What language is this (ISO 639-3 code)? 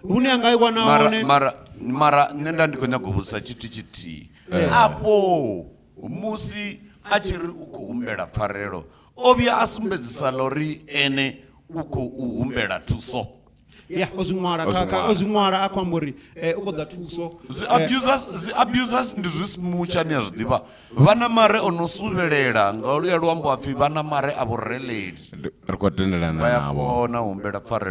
ven